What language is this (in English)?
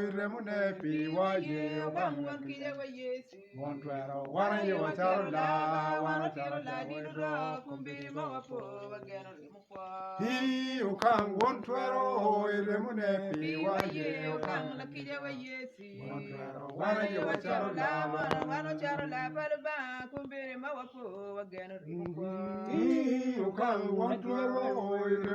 Acoli